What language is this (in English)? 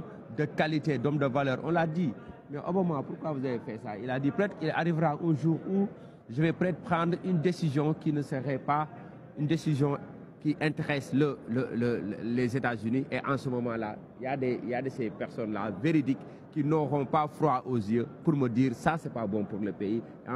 Wolof